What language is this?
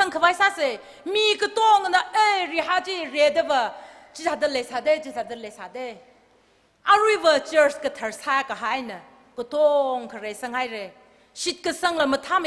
Tangkhul Naga (India)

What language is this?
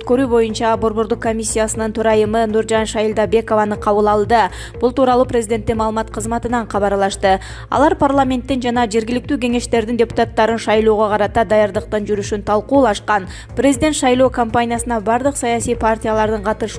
Kyrgyz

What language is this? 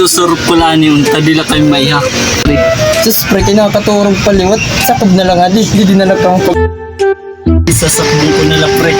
Waray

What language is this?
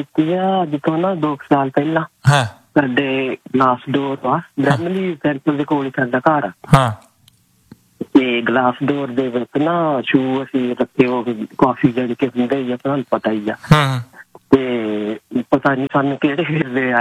Punjabi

